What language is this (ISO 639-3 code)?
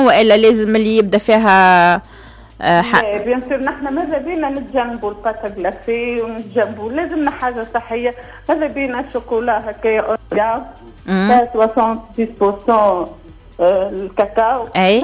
aeb